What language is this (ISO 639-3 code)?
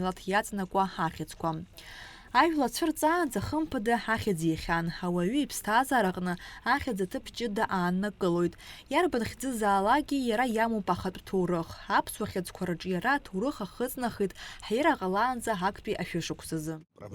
abk